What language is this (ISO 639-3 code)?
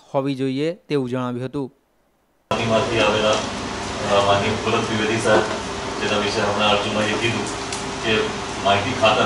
guj